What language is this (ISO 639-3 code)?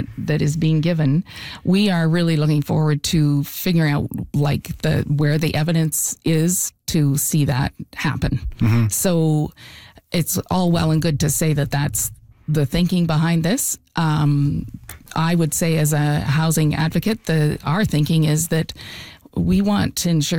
eng